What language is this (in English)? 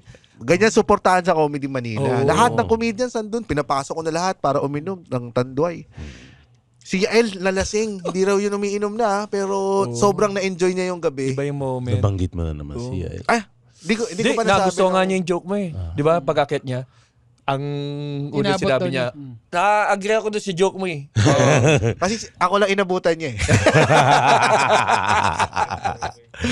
Filipino